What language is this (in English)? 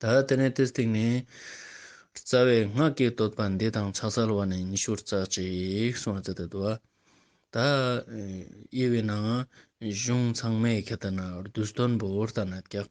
Ladakhi